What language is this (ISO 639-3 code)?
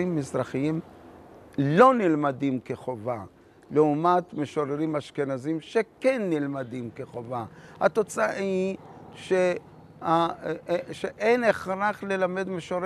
heb